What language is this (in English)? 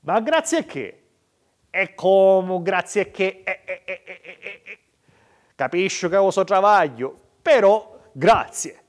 Sicilian